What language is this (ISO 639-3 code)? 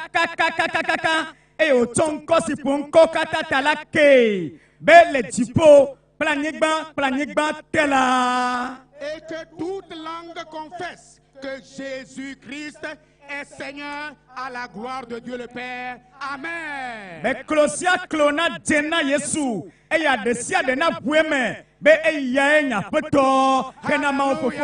ewe